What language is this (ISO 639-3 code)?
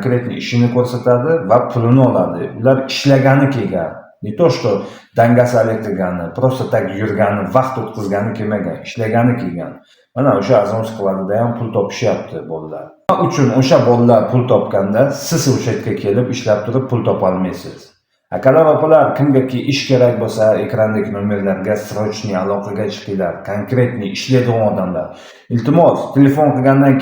uzb